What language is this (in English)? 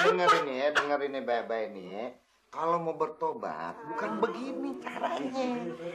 Betawi